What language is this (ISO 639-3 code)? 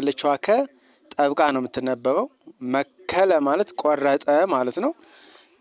amh